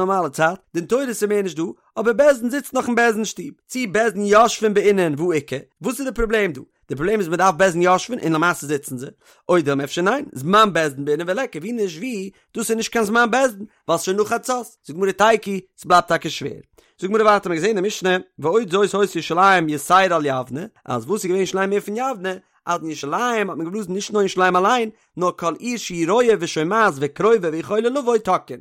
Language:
Yiddish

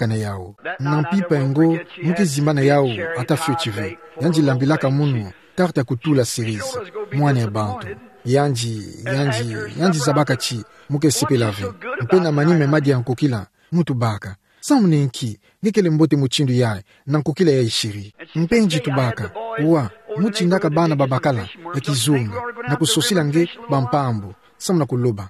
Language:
Kituba (Democratic Republic of Congo)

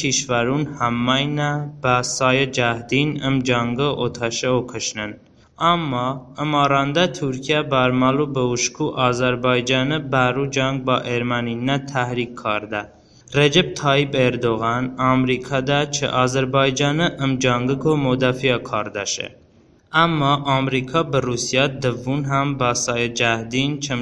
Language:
Talysh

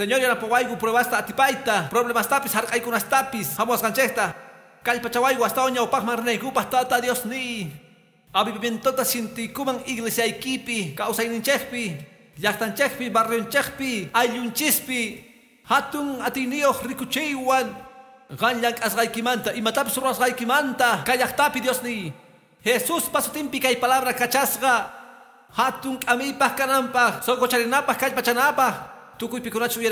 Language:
Quechua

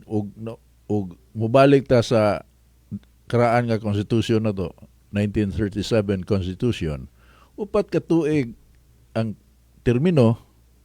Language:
Cebuano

